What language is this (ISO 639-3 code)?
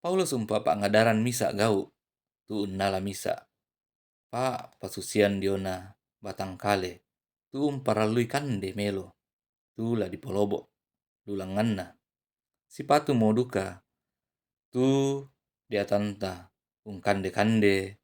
sda